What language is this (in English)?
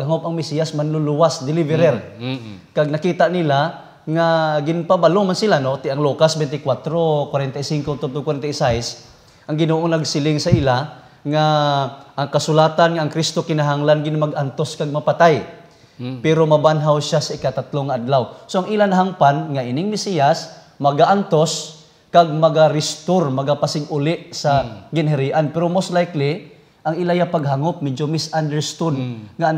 Hiligaynon